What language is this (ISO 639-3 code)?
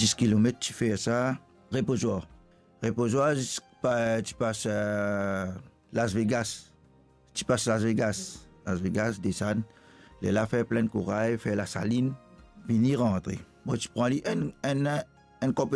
mfe